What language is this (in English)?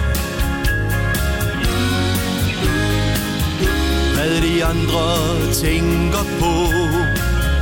Danish